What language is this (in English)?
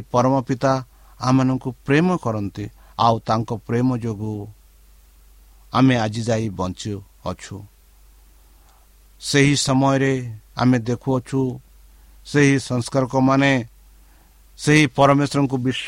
Odia